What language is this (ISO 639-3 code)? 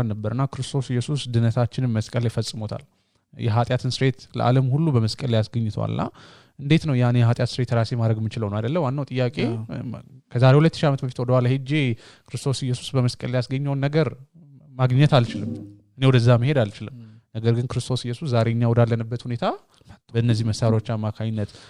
amh